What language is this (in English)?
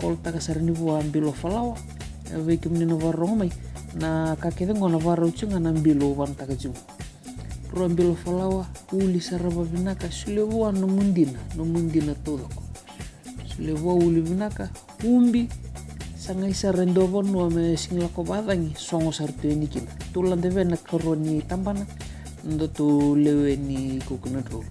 Fijian